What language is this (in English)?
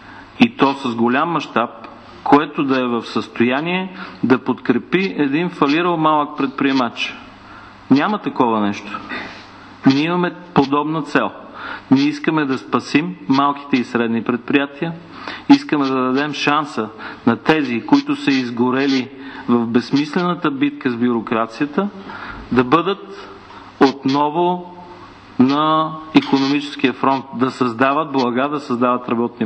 Bulgarian